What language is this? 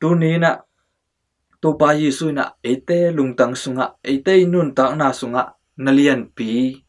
Tedim Chin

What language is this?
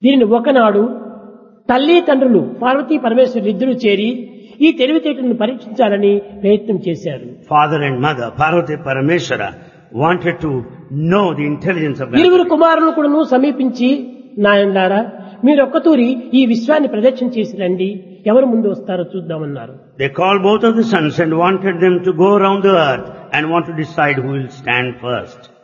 Telugu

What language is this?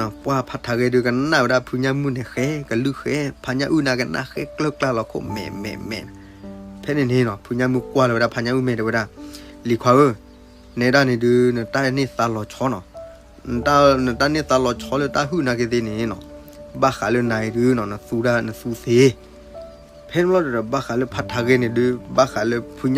S'gaw Karen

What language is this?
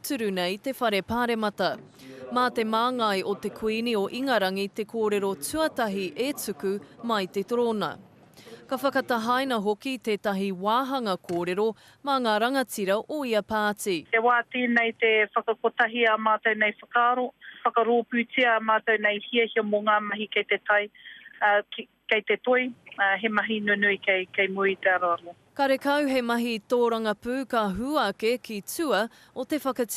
Māori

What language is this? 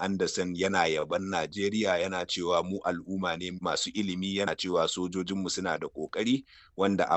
Hausa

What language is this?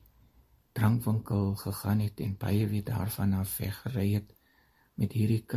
Afrikaans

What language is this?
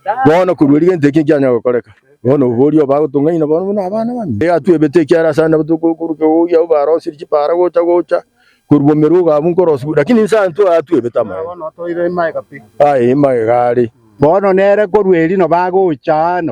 Gusii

